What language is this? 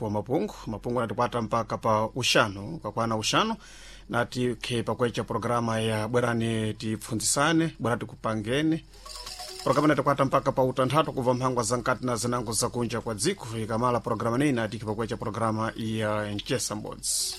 Sena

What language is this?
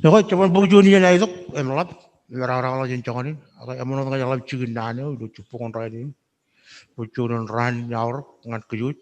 Marshallese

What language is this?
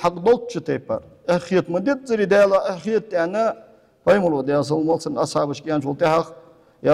Ingush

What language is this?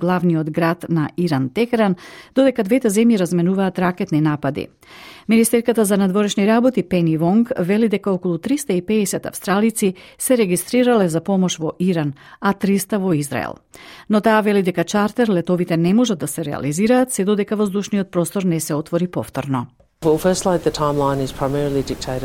Macedonian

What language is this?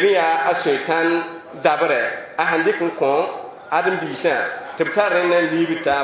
Mossi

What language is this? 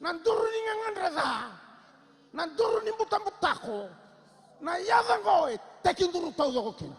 Fijian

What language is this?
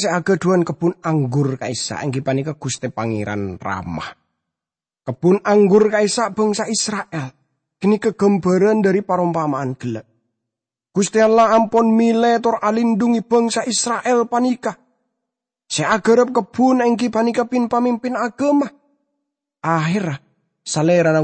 Madurese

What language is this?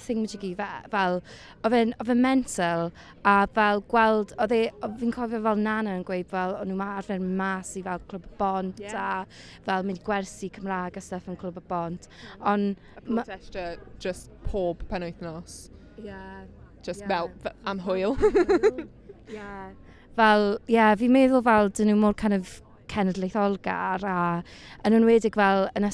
Welsh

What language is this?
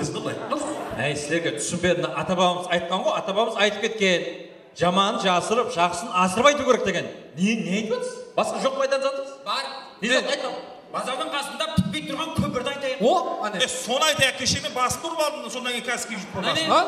Kara-Kalpak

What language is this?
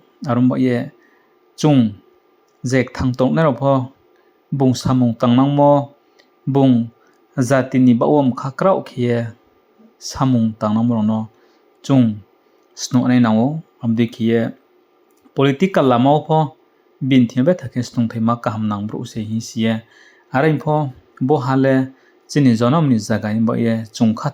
Riang (India)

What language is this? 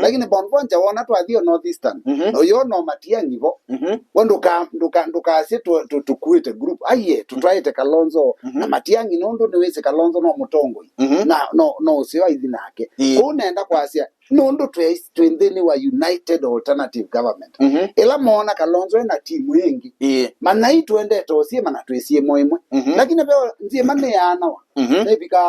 Kamba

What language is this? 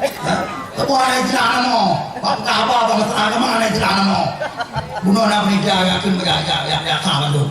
Achinese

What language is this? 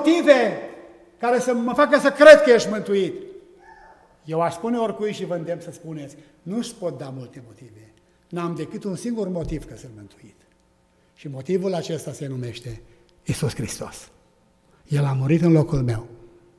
Romanian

